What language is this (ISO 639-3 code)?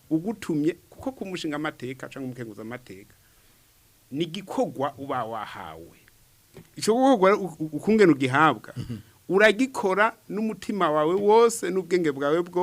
run